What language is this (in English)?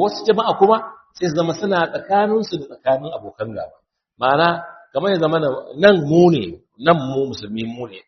Hausa